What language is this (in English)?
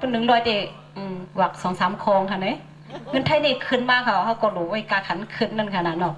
Shan